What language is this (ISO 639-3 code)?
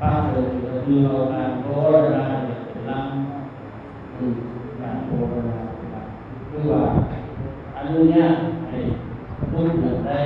lao